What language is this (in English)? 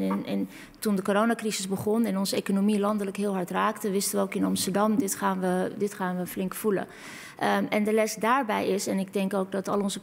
Dutch